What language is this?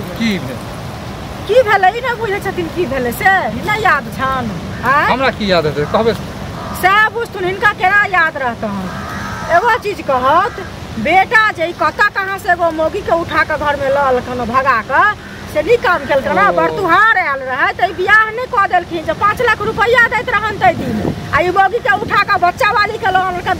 Maithili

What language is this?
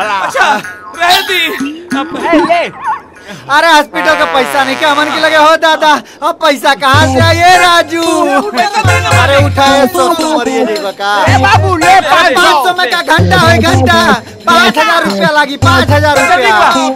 Bhojpuri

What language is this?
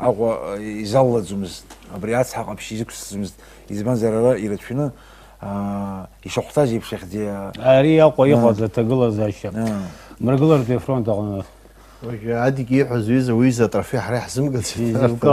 Abkhazian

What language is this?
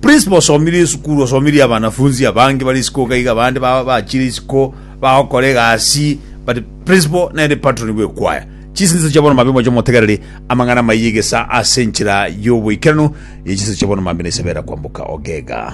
Gusii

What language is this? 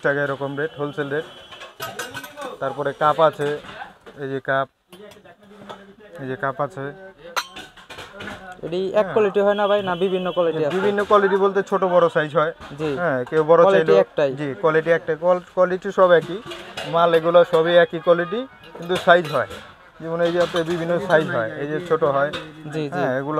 Bangla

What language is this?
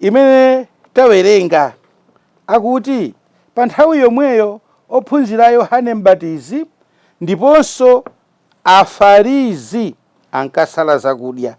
Nyanja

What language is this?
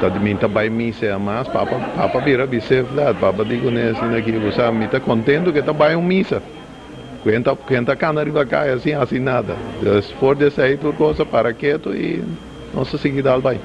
Papiamento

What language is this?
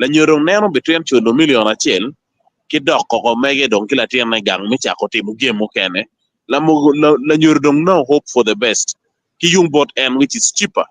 Acoli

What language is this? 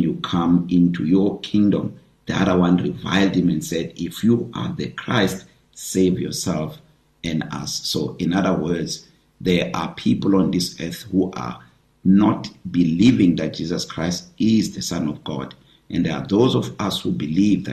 English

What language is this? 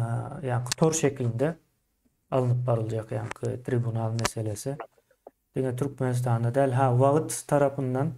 Turkmen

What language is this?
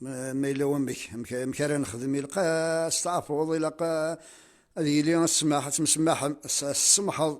Kabyle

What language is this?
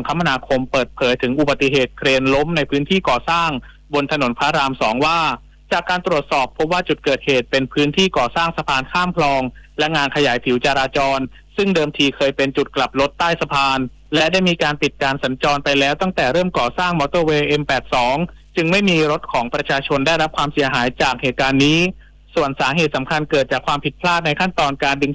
Thai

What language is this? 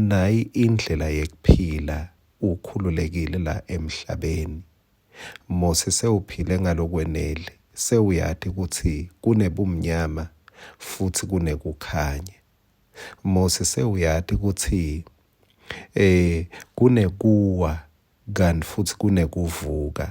Swati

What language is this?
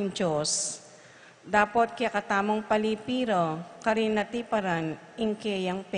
Pampanga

